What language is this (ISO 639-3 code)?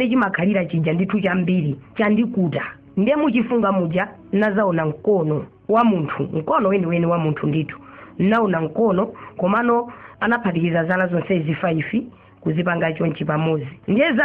nya